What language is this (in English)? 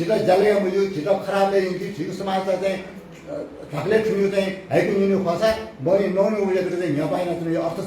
Newari